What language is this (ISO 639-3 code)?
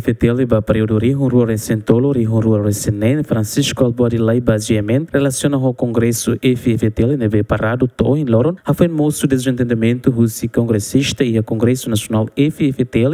tet